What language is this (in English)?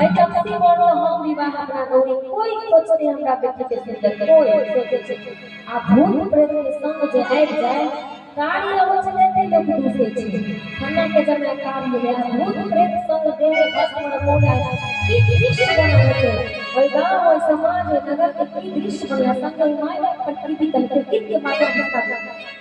Maithili